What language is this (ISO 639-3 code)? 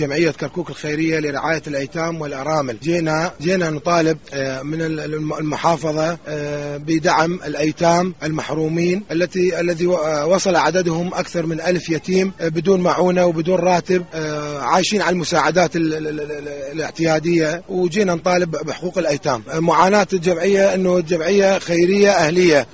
acm